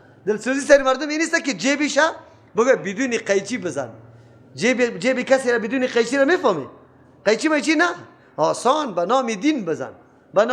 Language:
Persian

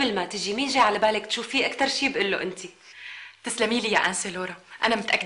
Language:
North Levantine Arabic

